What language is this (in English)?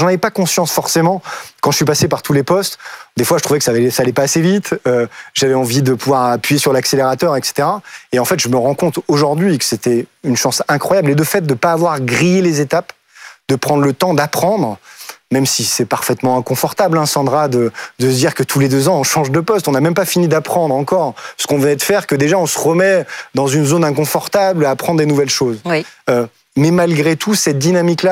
French